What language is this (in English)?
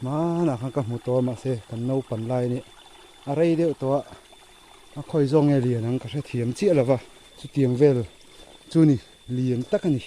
Mizo